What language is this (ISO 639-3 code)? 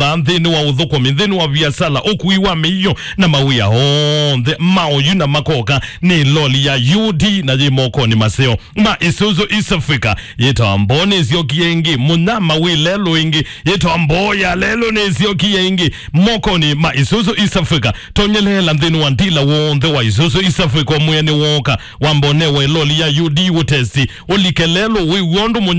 kam